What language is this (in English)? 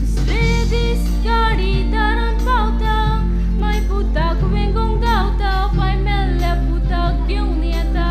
Konkani